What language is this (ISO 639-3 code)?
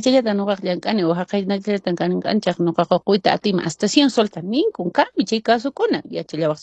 que